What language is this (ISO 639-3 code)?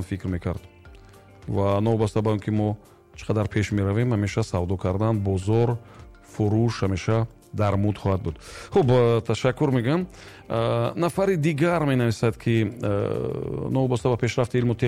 tgk